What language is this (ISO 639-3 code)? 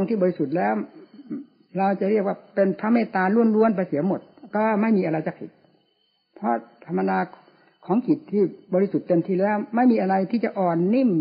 tha